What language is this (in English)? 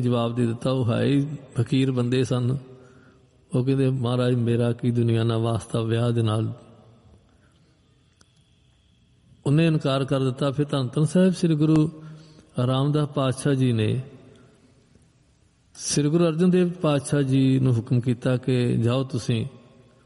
Punjabi